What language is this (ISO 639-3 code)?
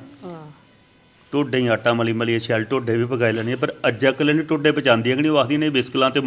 doi